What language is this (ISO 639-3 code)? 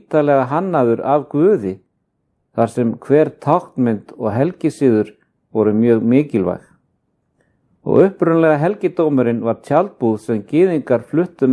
isl